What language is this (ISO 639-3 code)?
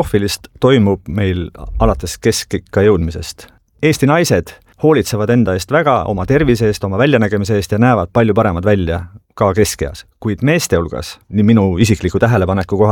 est